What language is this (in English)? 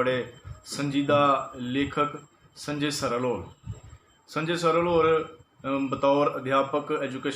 Dogri